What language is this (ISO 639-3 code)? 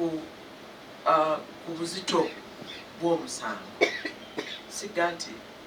lug